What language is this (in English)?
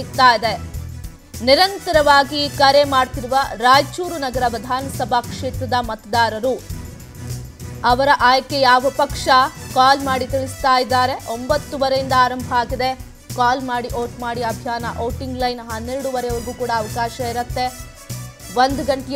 Kannada